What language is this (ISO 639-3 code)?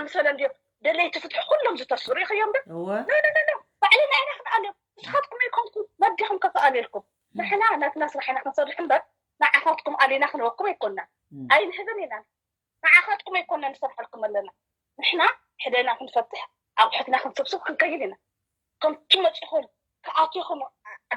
tir